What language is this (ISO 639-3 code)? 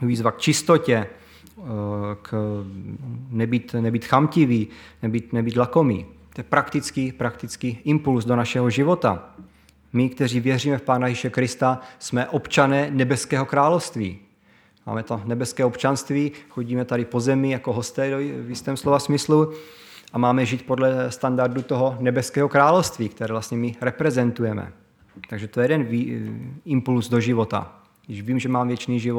ces